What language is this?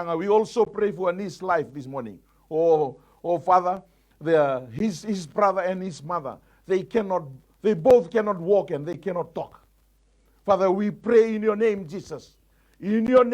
Fijian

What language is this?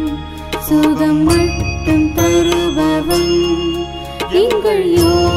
Tamil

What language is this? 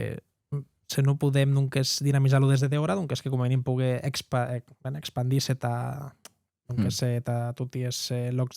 Occitan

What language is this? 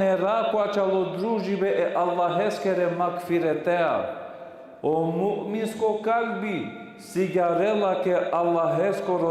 Balkan Romani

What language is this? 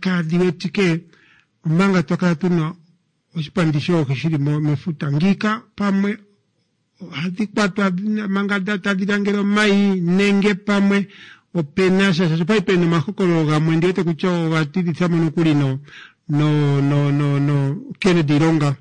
Kuanyama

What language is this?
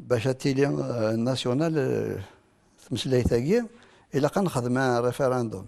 Kabyle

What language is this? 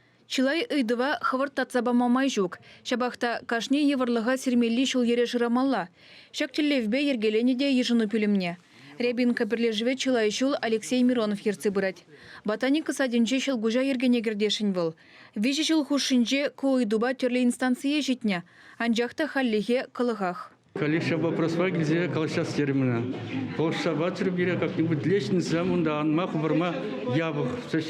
Chuvash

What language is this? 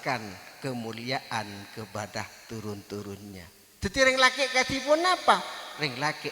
Madurese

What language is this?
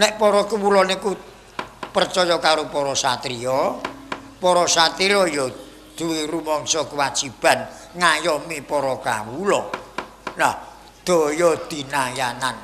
Javanese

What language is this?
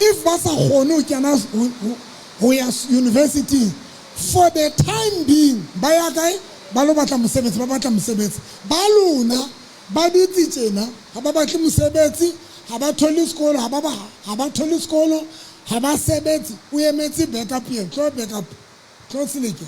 Southern Sotho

